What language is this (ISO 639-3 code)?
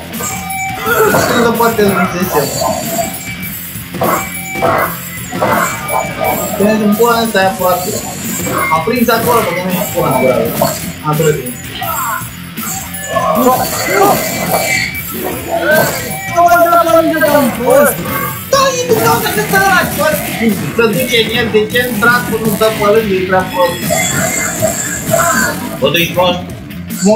ron